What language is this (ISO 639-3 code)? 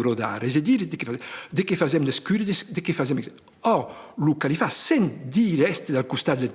oci